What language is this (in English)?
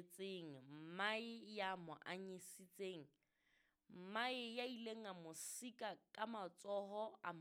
Southern Sotho